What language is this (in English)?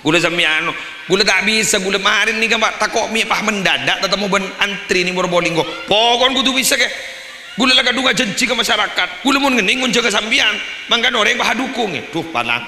Madurese